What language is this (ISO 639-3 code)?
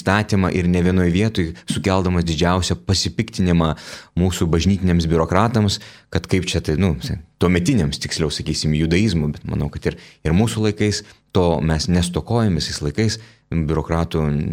lit